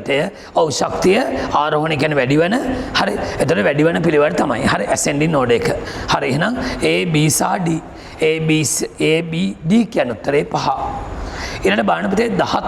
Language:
Sinhala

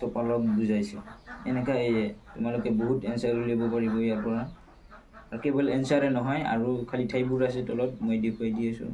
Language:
Assamese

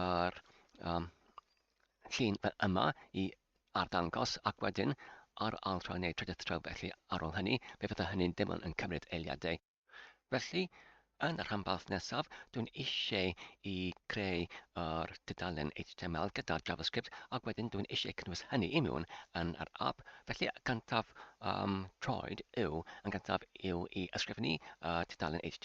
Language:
Welsh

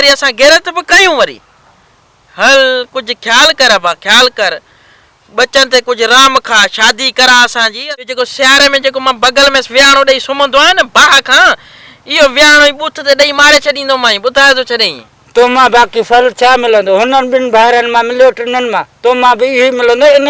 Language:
Sindhi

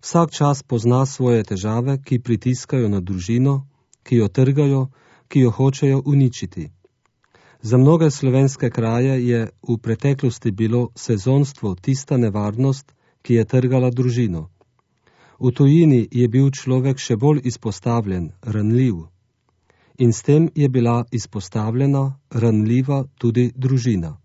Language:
Slovenian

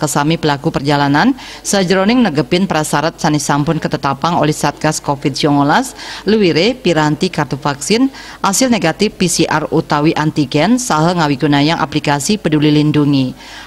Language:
Balinese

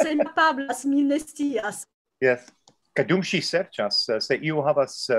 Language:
Esperanto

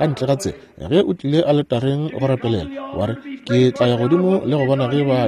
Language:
Northern Sotho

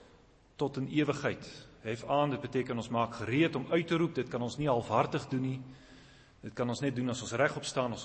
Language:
Afrikaans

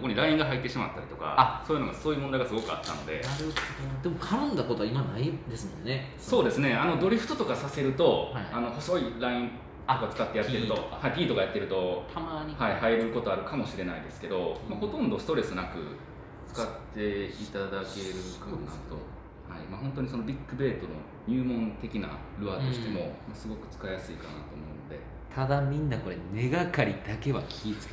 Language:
Japanese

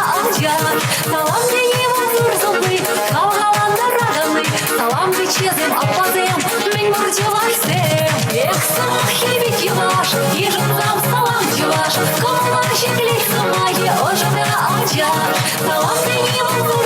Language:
Chuvash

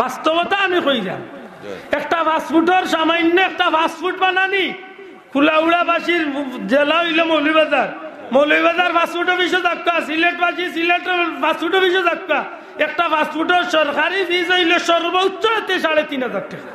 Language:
Sylheti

